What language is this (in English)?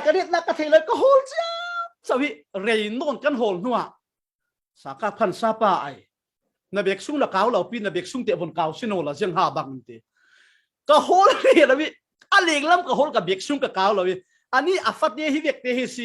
Falam Chin